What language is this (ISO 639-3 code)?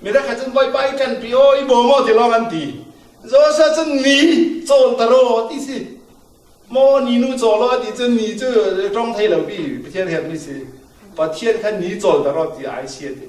cfm